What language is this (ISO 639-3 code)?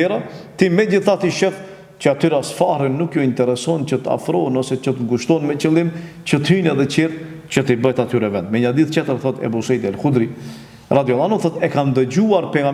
sqi